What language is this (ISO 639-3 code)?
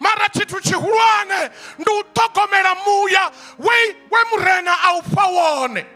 ven